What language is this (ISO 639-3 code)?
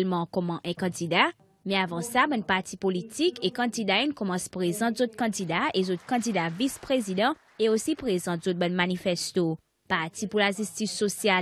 crs